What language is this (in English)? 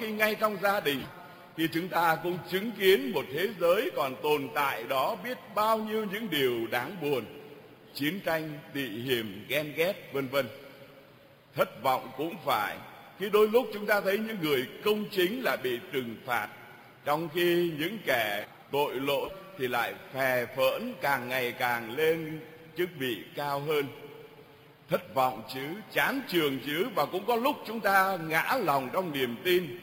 Vietnamese